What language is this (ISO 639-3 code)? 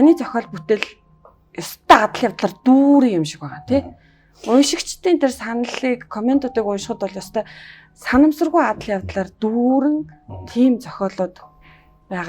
mon